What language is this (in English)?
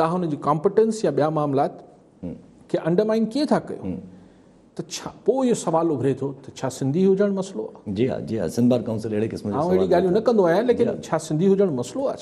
Sindhi